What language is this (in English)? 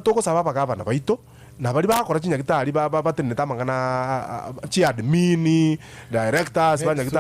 Gusii